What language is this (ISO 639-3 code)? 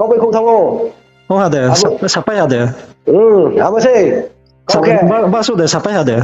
ria